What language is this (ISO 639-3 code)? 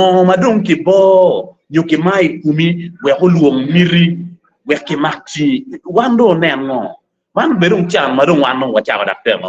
ach